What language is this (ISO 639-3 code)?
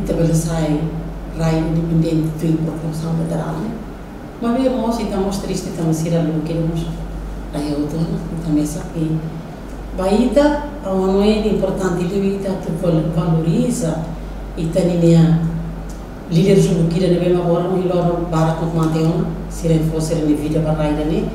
tet